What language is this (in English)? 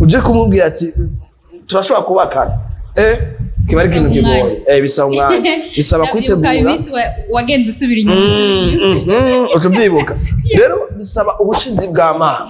Rundi